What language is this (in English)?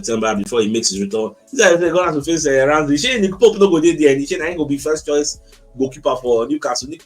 Nigerian Pidgin